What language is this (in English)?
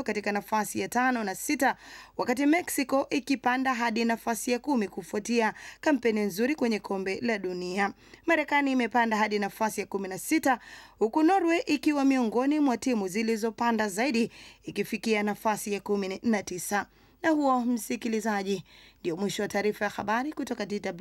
Swahili